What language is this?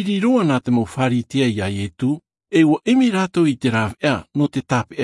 Tahitian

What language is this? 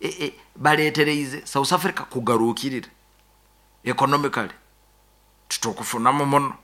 Nyoro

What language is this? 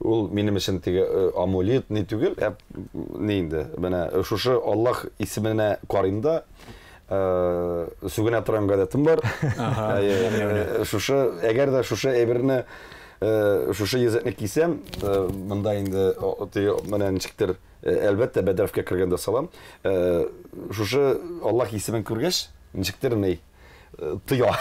Tatar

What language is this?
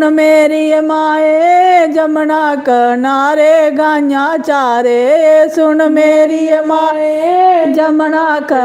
Dogri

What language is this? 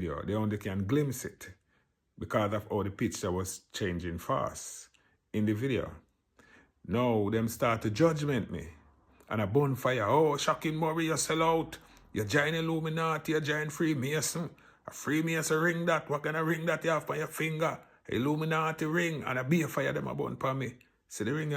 Jamaican Creole English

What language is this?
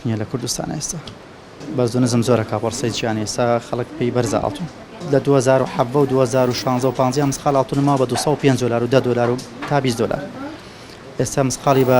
Central Kurdish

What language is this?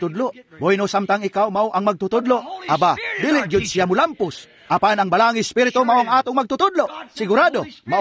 Cebuano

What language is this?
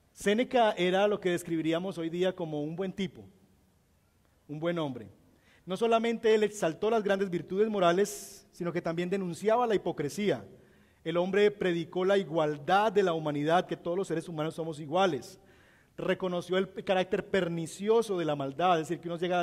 Spanish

